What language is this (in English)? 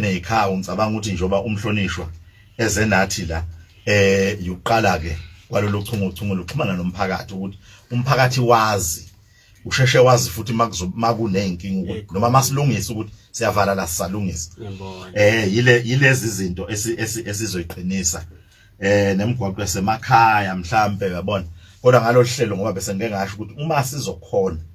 Zulu